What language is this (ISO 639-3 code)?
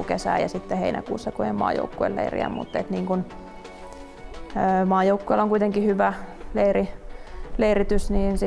fin